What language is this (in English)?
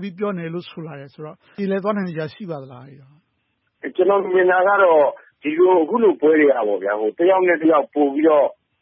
Burmese